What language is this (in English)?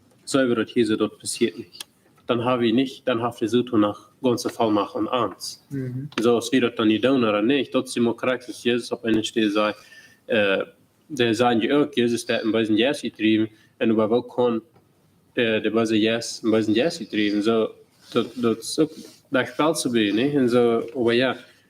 Plautdietsch